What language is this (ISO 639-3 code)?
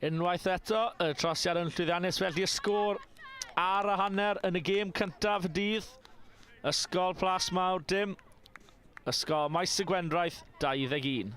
cym